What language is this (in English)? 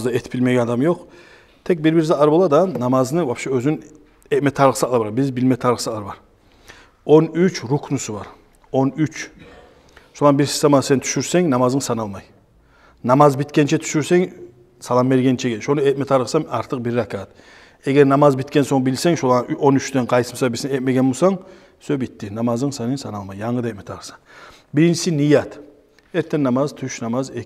Kumyk